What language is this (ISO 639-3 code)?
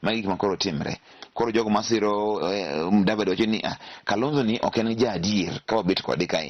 luo